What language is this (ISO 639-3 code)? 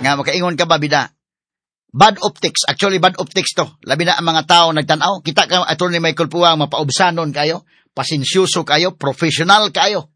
ceb